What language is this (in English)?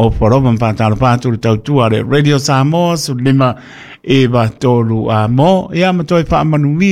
Samoan